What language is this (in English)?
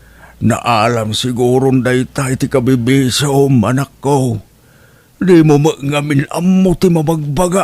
Iloko